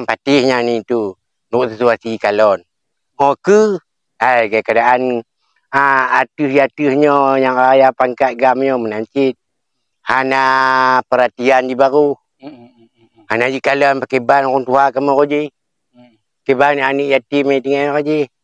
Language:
Achinese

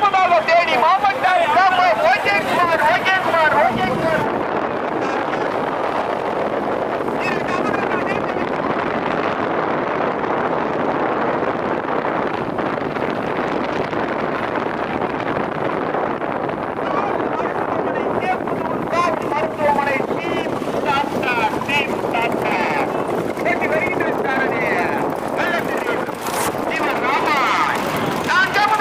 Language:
Tamil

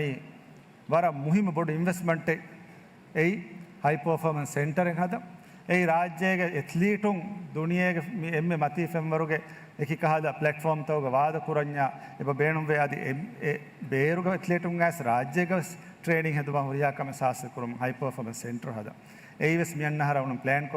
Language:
Divehi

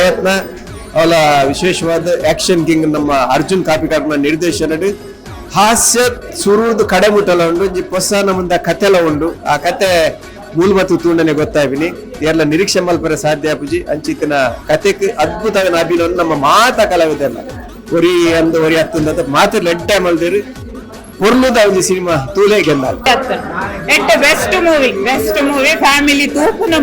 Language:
Tulu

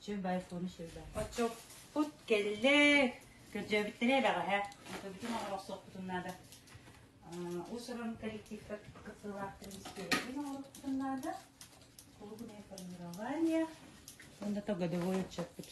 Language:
Yakut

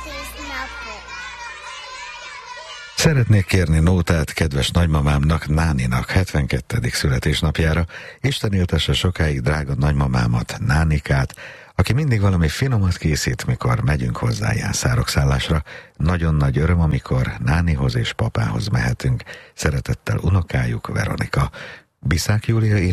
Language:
Hungarian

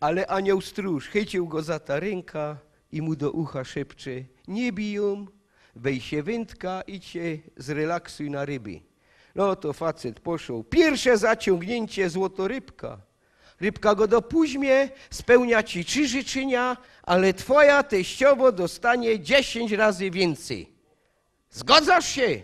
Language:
Silesian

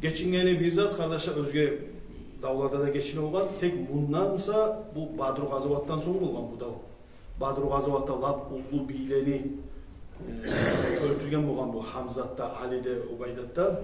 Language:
Kumyk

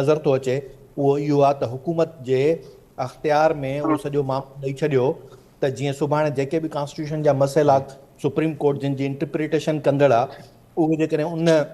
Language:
Sindhi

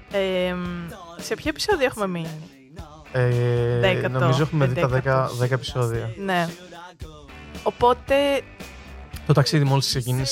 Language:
Greek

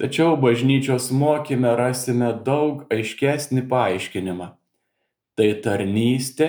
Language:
Lithuanian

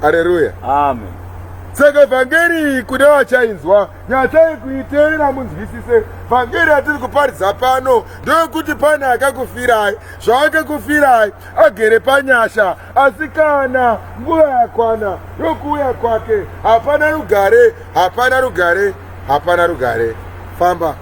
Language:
Shona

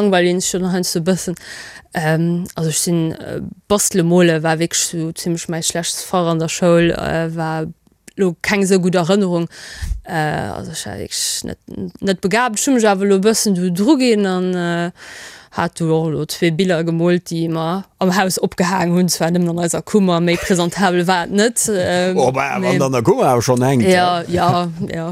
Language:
Luxembourgish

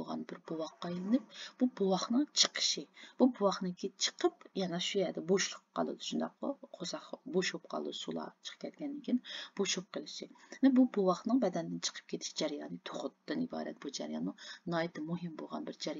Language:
Uyghur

